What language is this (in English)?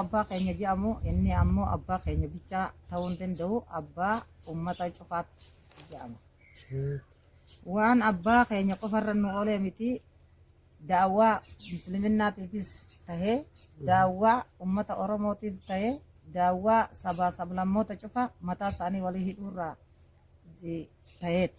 Oromo